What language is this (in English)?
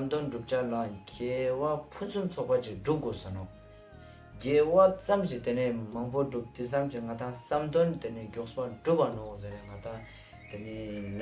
Ladakhi